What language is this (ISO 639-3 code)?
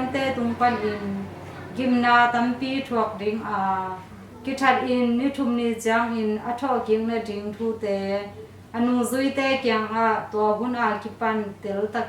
ctd